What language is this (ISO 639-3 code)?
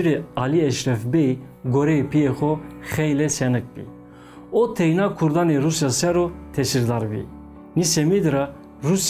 zza